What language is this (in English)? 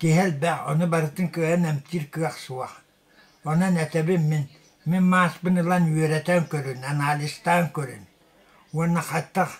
Yakut